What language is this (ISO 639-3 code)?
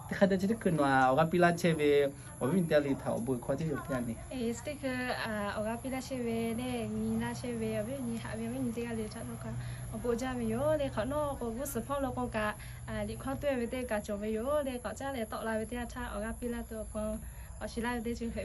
lhu